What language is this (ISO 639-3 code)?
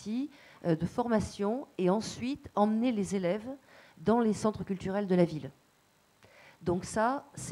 fra